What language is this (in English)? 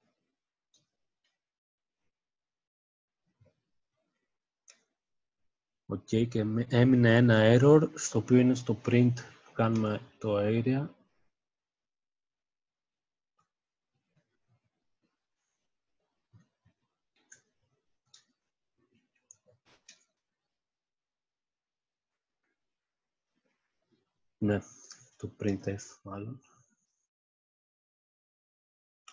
Greek